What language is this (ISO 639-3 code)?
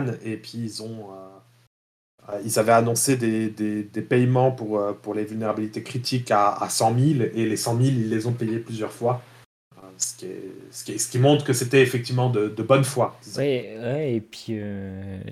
fra